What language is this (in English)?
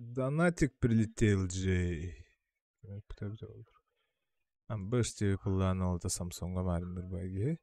Yakut